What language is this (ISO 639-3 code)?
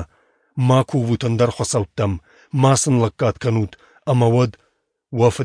oss